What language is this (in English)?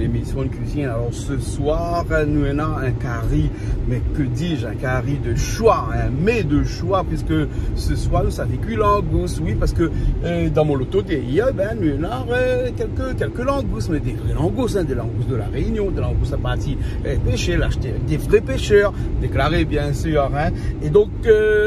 Réunion Creole French